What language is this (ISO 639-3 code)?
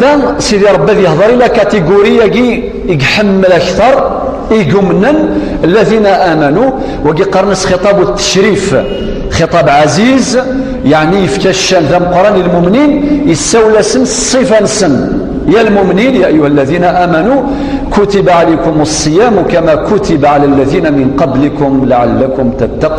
kab